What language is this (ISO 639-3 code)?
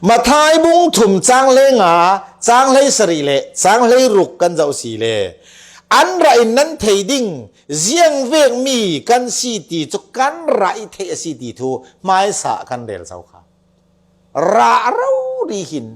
cfm